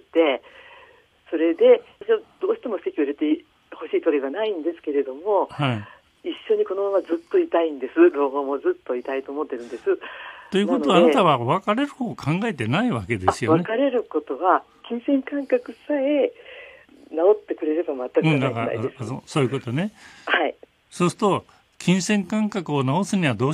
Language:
Japanese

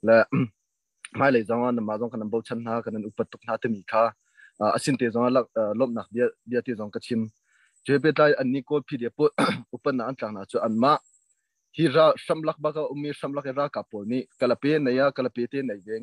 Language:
Hakha Chin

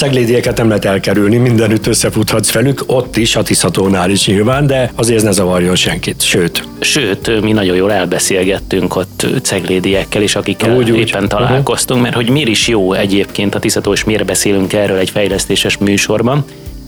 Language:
Hungarian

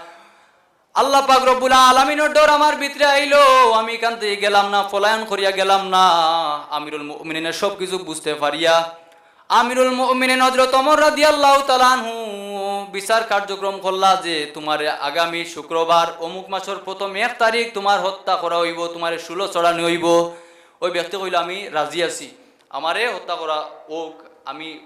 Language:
Sylheti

